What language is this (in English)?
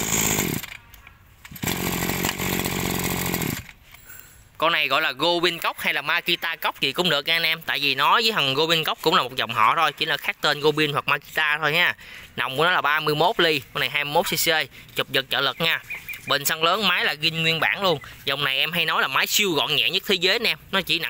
Vietnamese